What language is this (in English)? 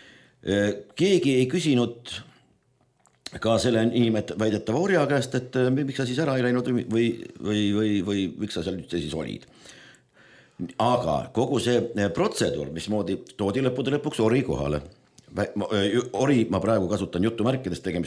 Estonian